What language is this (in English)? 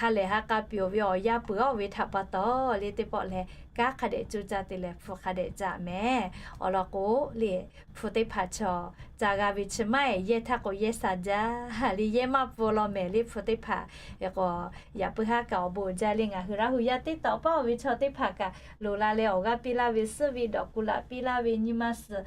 Lahu